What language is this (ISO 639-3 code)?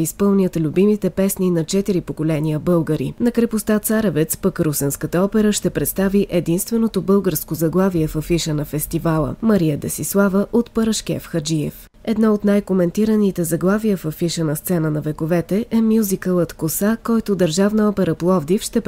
bul